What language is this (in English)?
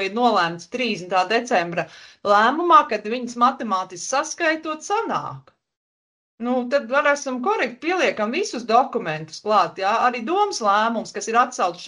Latvian